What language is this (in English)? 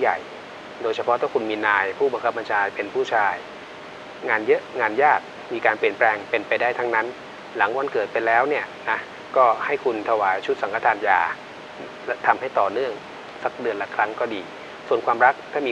Thai